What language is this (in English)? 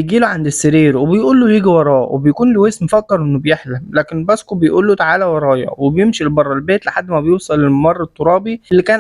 Egyptian Arabic